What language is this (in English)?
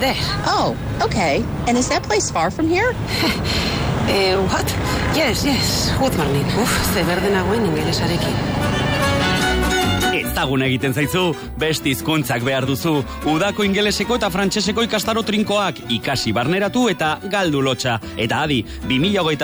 Basque